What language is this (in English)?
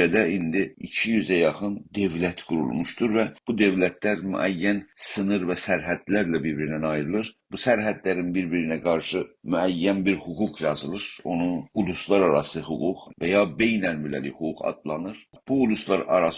South Azerbaijani